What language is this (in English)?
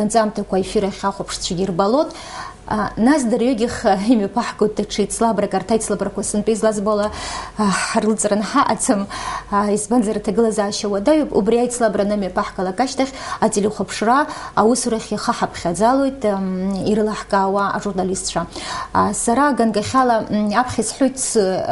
Abkhazian